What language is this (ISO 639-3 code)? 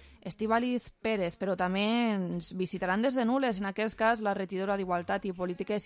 cat